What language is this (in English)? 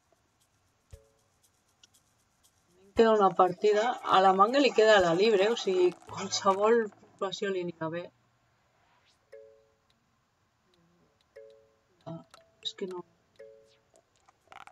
Catalan